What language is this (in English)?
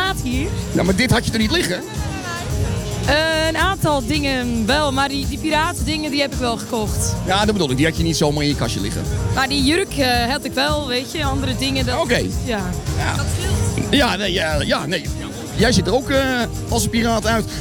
Dutch